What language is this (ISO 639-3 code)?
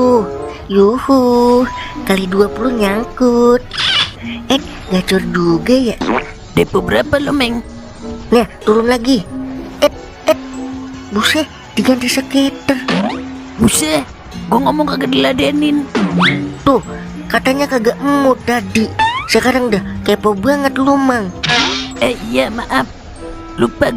bew